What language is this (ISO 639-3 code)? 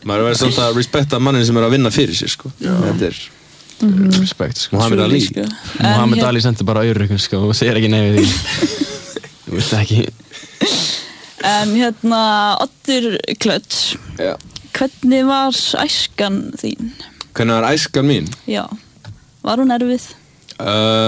isl